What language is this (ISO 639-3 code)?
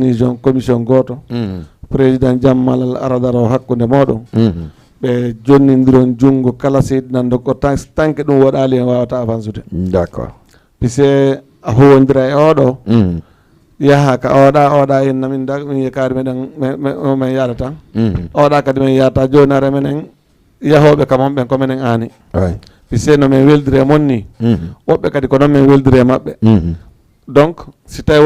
ful